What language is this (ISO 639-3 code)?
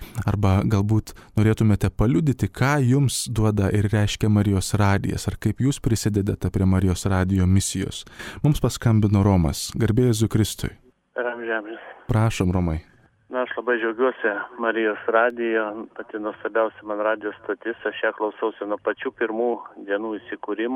lit